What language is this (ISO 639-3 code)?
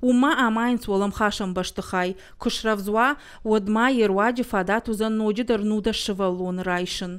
oss